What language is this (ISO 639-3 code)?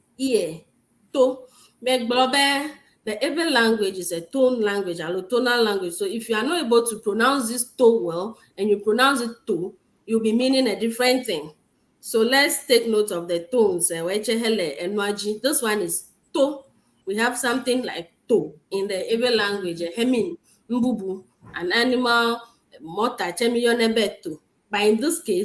ewe